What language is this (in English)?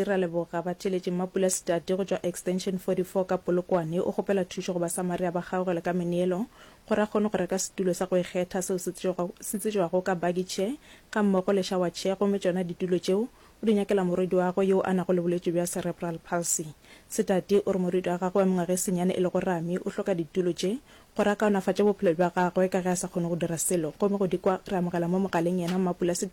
Northern Sotho